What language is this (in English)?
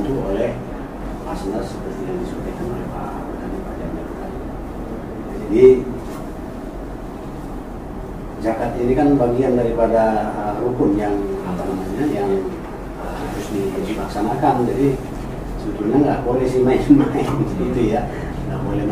Indonesian